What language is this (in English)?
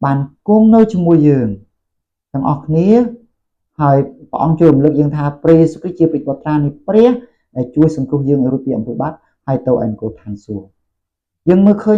Khmer